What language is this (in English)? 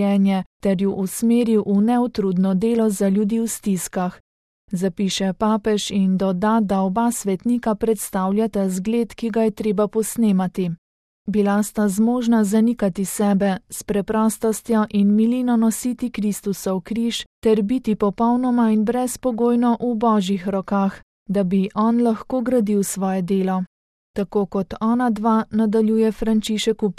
Slovenian